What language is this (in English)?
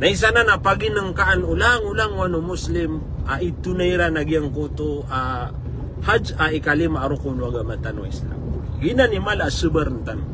Maranao